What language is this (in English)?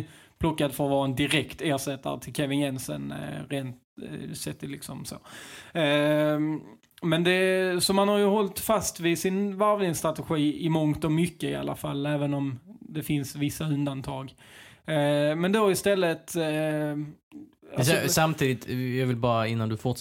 Swedish